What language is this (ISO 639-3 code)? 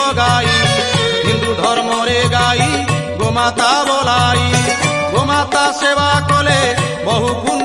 ori